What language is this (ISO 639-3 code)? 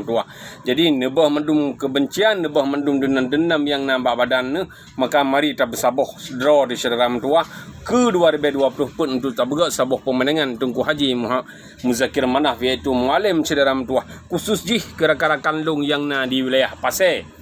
ace